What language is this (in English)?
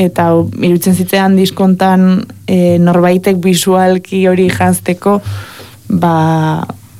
Basque